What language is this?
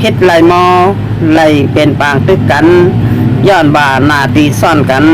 Shan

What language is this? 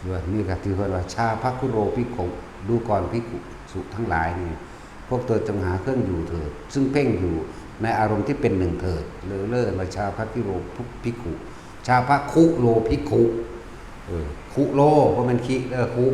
Northeastern Thai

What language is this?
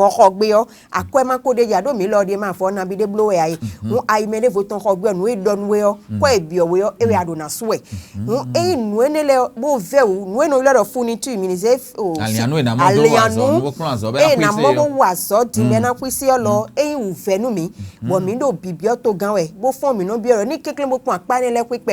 Fon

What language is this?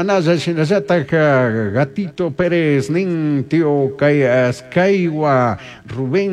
Chimborazo Highland Quichua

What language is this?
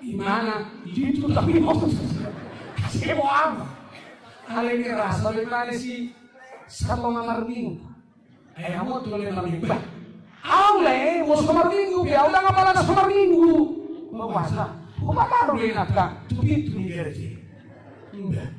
Batak Toba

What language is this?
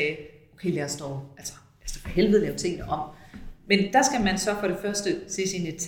Danish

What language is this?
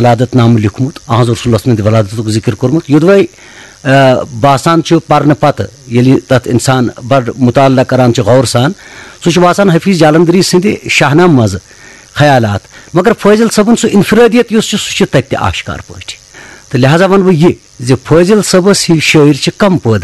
Kashmiri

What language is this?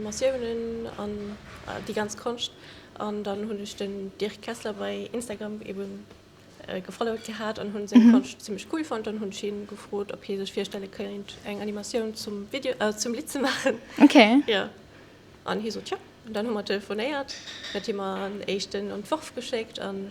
Luxembourgish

